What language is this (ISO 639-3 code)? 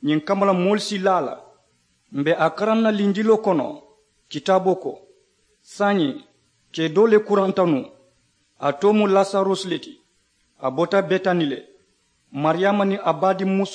man